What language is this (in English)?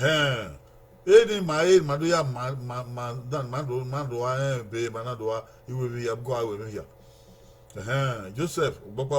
Bini